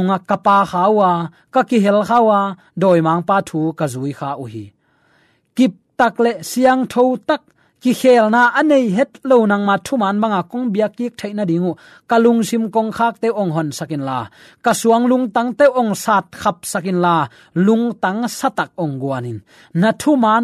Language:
Tedim Chin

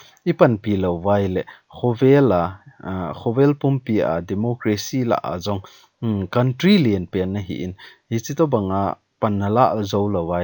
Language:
Thado Chin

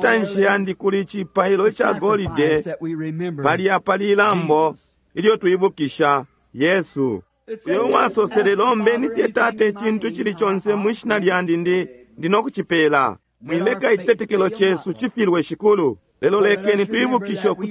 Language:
Bemba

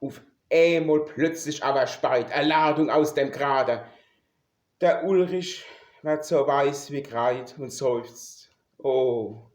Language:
Palatine German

